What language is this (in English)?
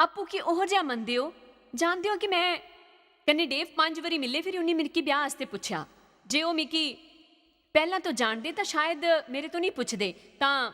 Dogri